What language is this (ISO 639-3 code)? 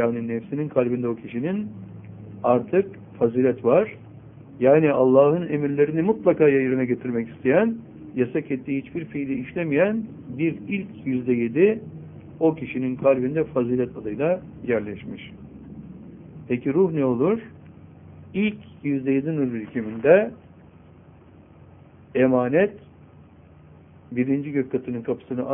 tur